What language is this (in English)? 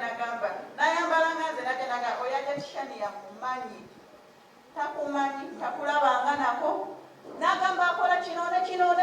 Ganda